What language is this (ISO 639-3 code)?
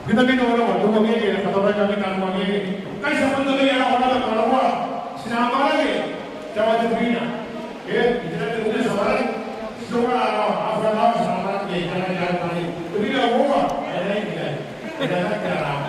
gil